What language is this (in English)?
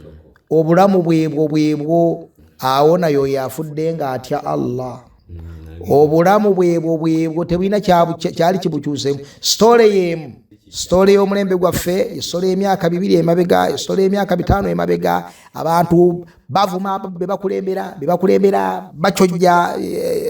Ganda